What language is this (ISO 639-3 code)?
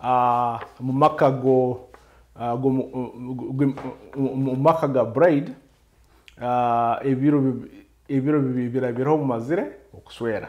nyo